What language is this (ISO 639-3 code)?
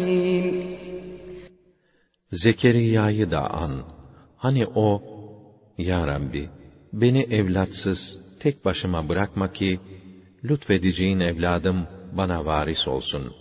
tur